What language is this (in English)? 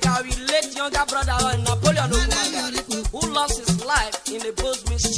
Urhobo